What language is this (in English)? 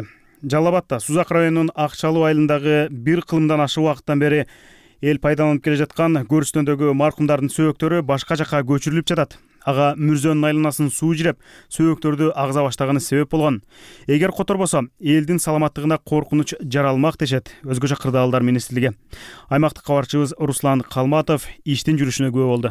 Kyrgyz